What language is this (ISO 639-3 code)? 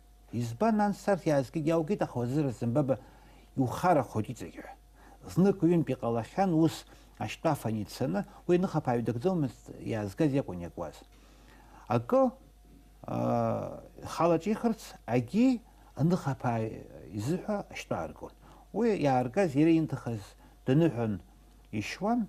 abk